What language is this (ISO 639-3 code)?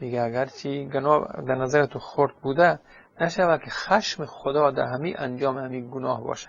fas